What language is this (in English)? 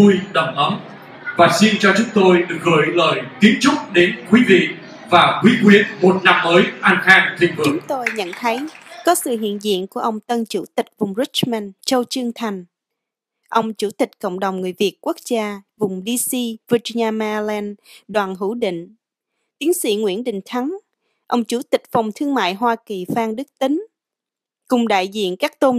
Vietnamese